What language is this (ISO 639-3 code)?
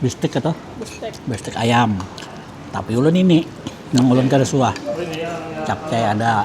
bjn